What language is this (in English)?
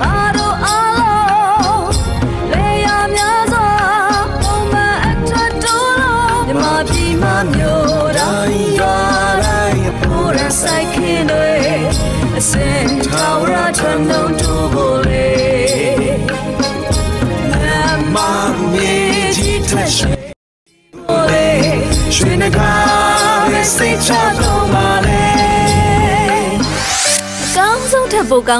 Burmese